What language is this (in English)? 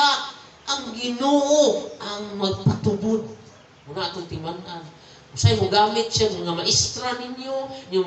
Cebuano